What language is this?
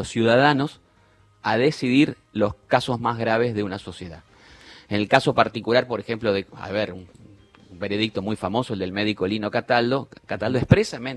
Spanish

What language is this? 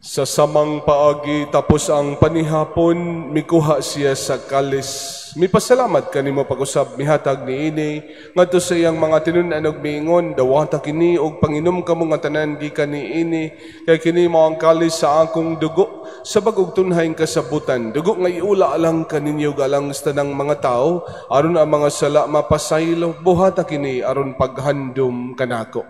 Cebuano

